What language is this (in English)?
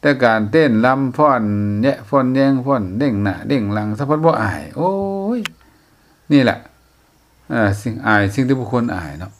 Lao